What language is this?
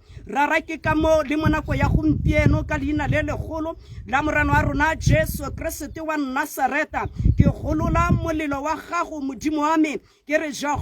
Tswana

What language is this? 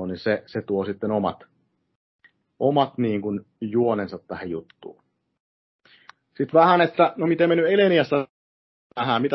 Finnish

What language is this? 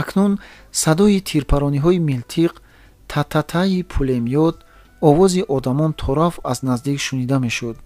Tajik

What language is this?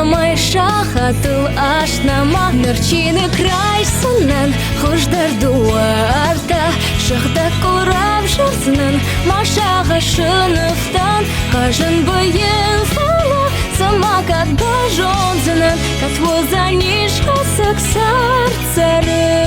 Ossetic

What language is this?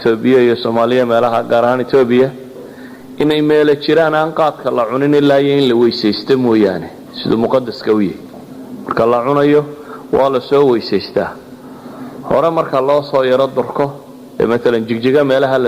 Somali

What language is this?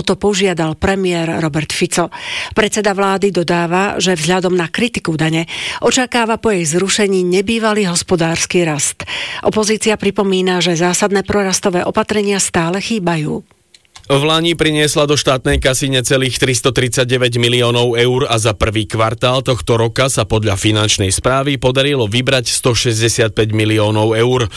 Slovak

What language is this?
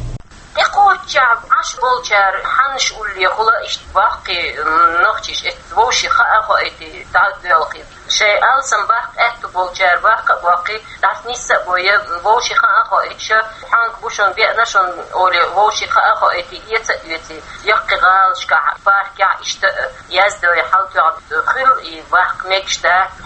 Chechen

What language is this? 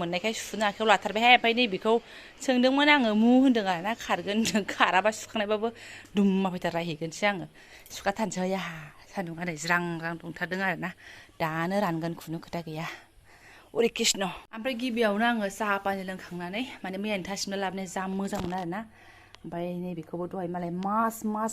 Bodo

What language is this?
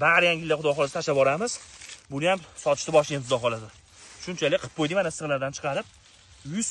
Uzbek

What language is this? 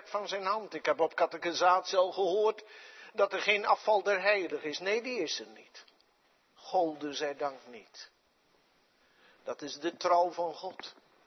Dutch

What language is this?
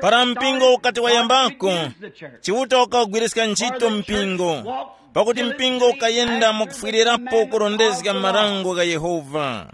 Tumbuka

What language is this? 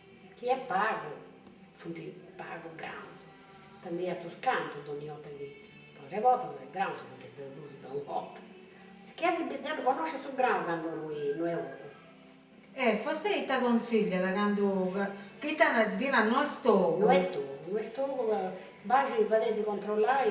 Sardinian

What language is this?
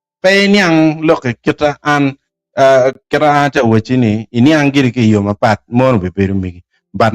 Acoli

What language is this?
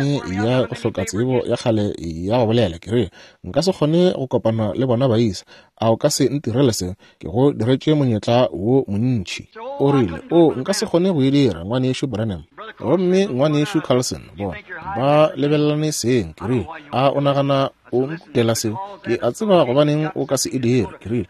Northern Sotho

